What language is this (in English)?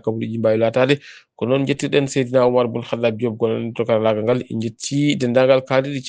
Fula